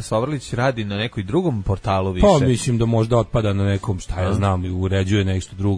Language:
Serbian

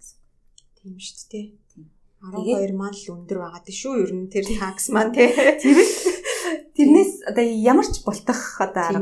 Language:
Mongolian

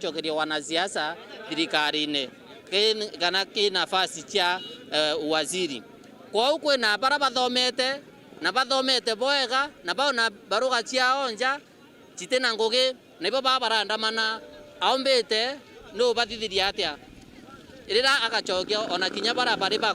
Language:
Meru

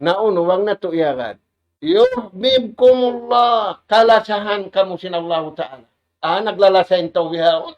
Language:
Tausug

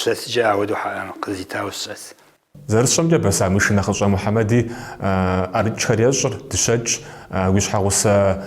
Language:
Kabardian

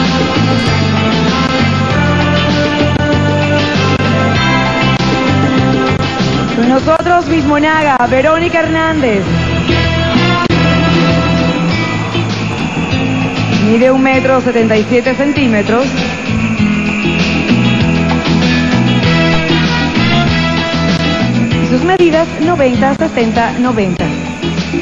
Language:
Spanish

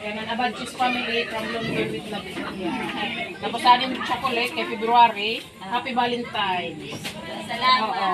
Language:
Waray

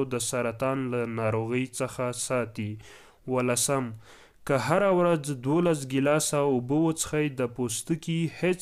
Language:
Pashto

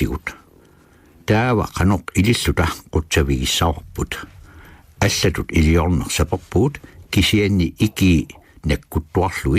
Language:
Kalaallisut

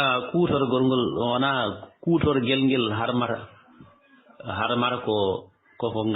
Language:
Fula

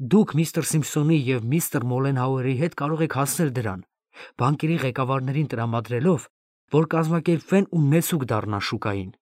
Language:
Armenian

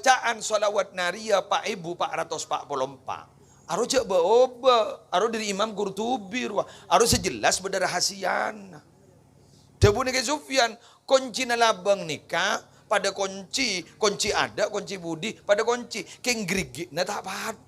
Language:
Madurese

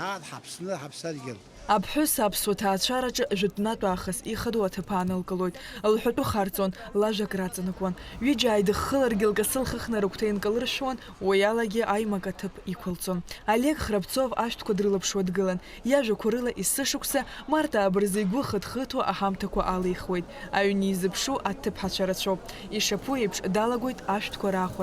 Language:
Abkhazian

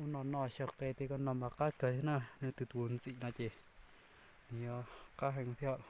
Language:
Hmong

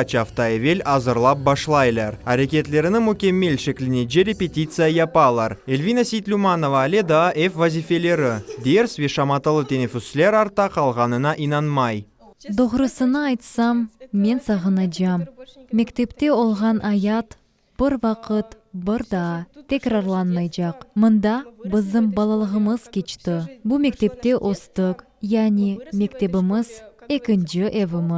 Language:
Crimean Tatar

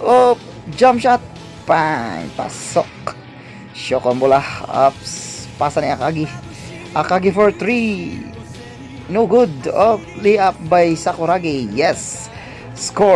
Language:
Cebuano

